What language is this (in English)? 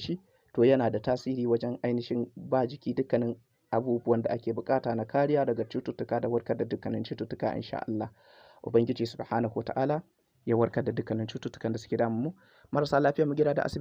Hausa